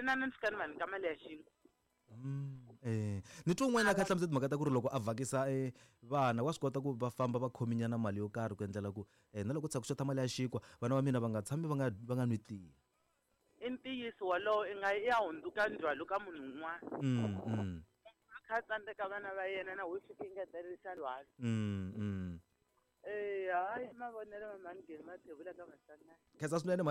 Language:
Tsonga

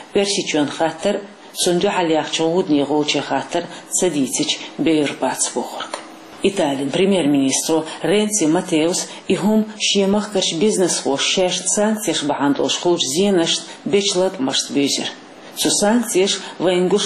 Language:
Chechen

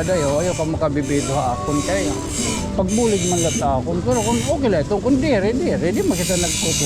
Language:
Waray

